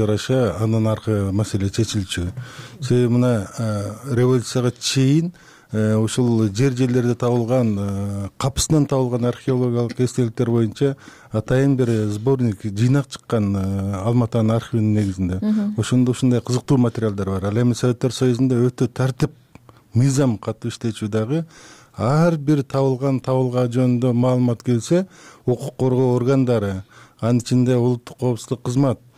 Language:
Kyrgyz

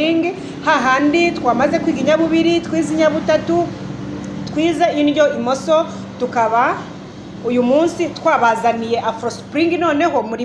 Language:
Kinyarwanda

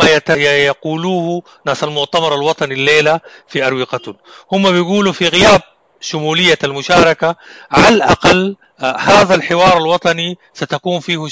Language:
Sudanese Arabic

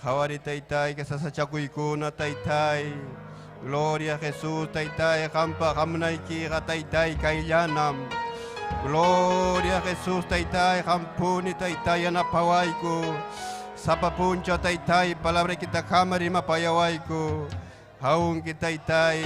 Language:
Ayacucho Quechua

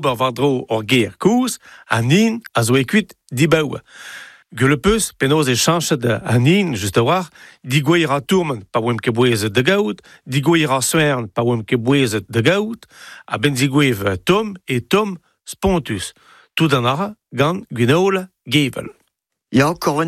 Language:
Breton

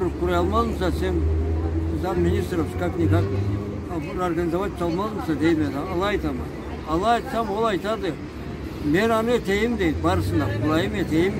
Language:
Karachay-Balkar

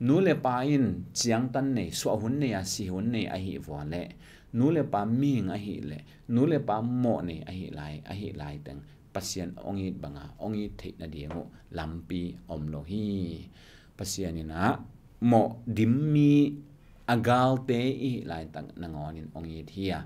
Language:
Tedim Chin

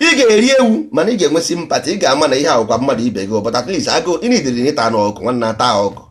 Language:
Igbo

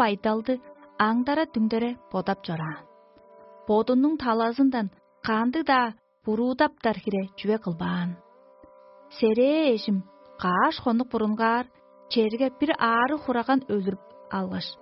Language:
Tuvinian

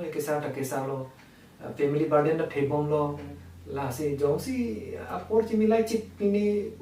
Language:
Karbi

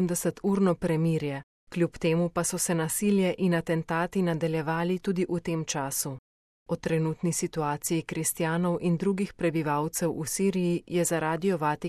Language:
Slovenian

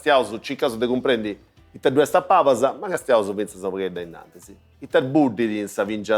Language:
Sardinian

